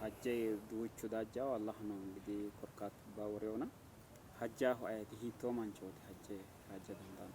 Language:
Sidamo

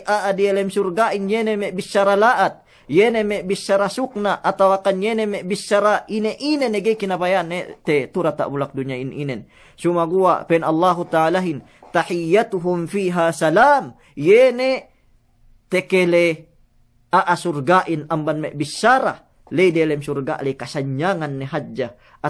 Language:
Yakan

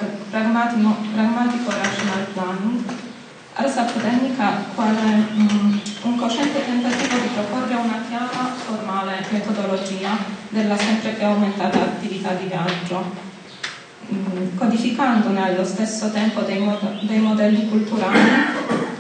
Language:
Italian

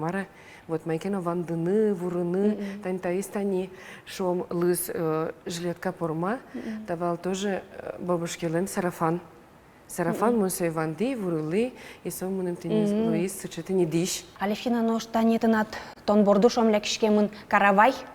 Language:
Udmurt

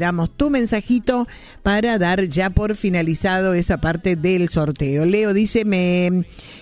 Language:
Spanish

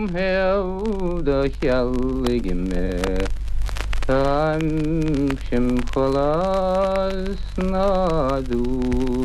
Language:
Irish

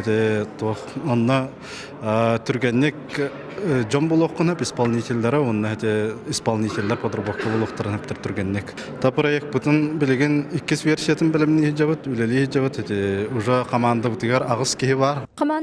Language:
Yakut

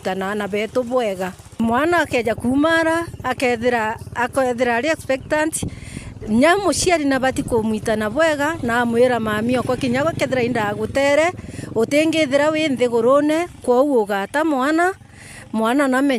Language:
Meru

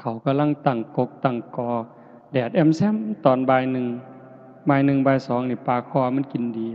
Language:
Northeastern Thai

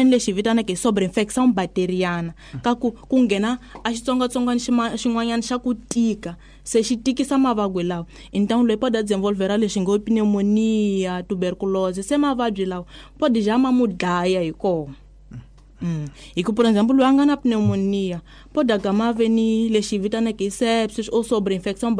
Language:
Tsonga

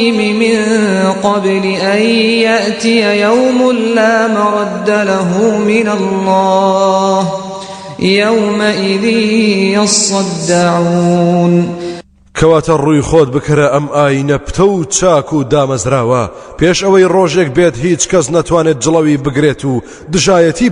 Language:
Central Kurdish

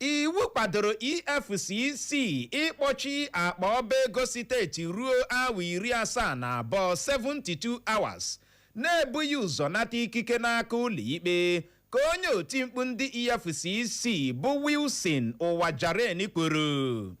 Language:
Igbo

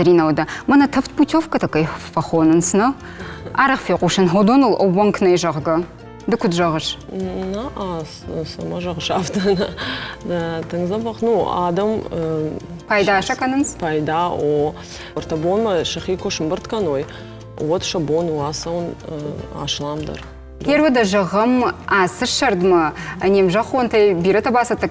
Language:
Ossetic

